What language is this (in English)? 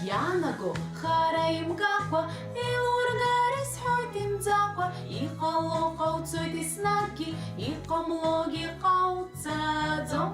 Abkhazian